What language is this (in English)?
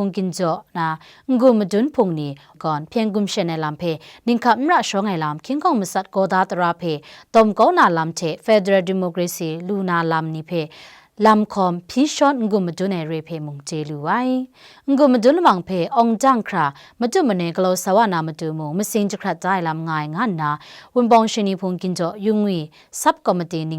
Kachin